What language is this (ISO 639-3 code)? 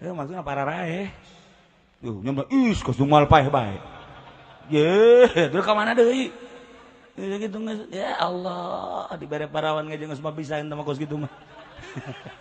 sun